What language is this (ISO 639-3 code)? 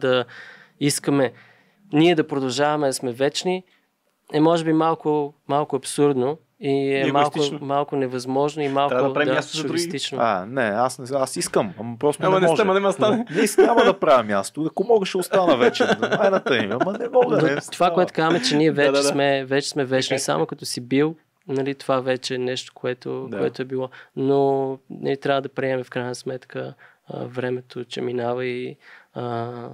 bul